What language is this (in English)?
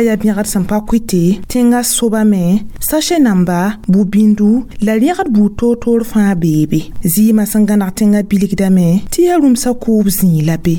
Mossi